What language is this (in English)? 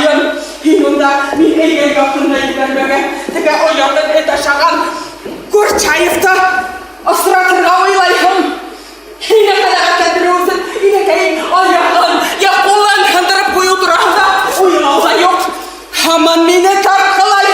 Bashkir